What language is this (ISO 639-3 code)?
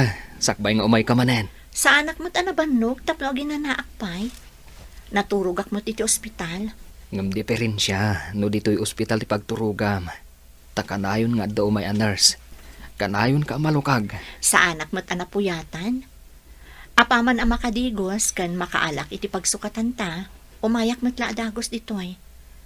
ilo